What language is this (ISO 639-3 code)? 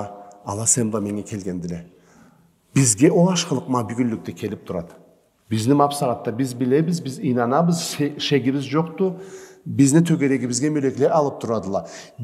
krc